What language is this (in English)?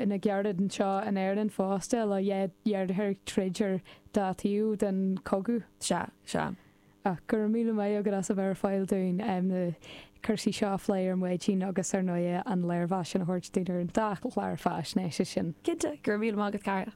Irish